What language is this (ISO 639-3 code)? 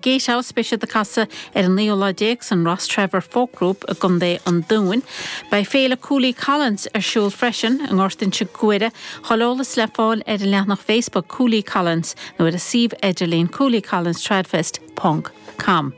gle